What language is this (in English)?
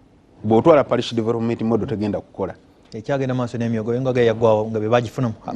Ganda